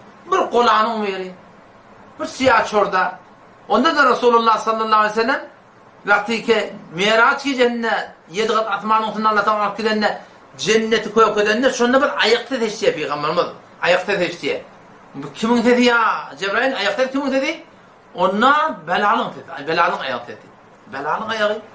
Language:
Turkmen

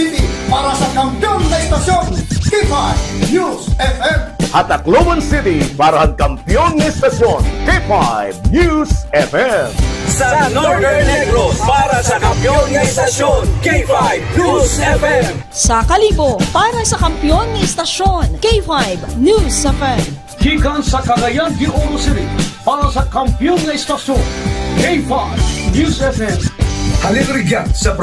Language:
Hiligaynon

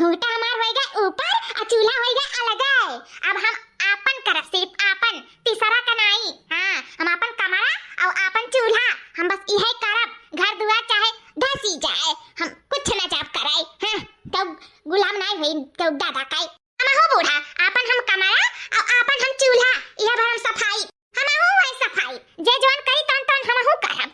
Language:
Awadhi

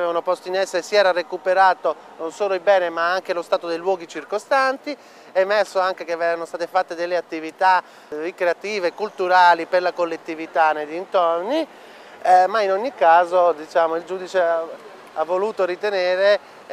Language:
Italian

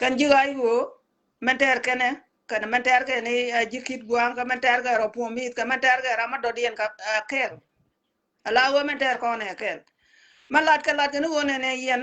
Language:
Nuer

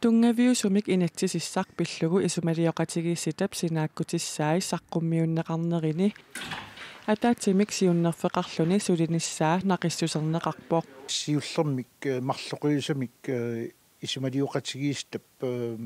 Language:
Kalaallisut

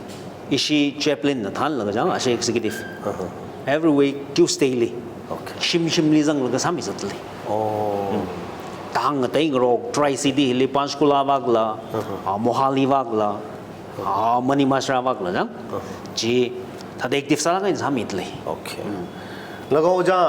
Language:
Tangkhul Naga (India)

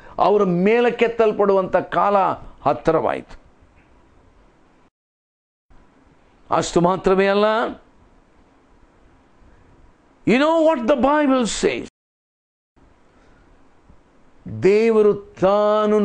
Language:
Kannada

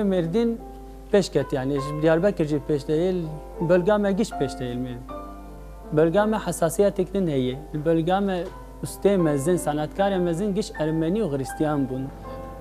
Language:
Kurdish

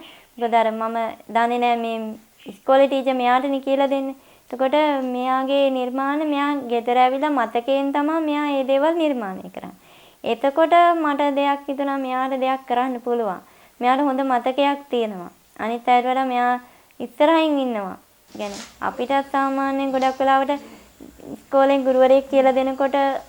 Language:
Sinhala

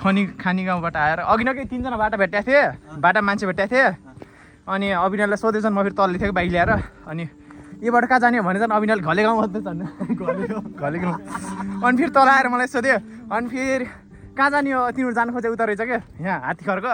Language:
Nepali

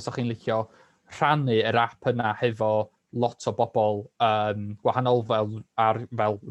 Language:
Welsh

